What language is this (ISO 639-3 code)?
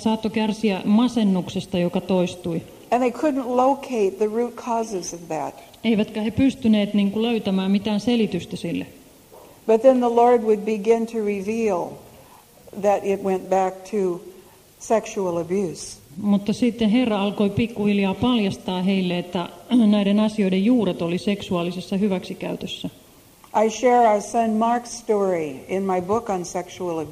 fin